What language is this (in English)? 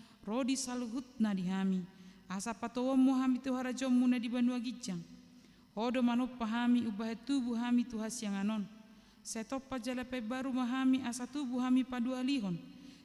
Batak Toba